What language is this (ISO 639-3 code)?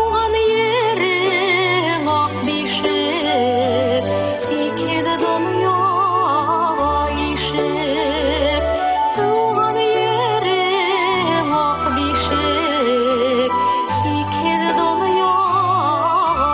bak